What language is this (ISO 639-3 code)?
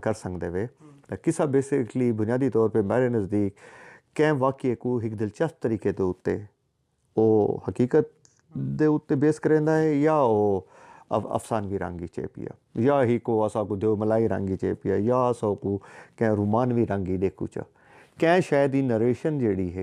skr